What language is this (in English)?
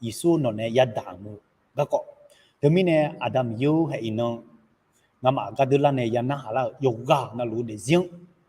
Akha